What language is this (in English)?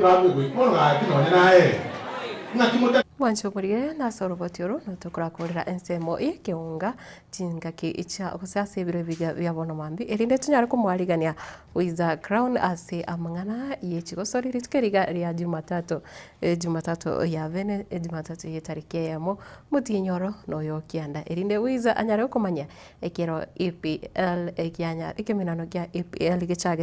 Gusii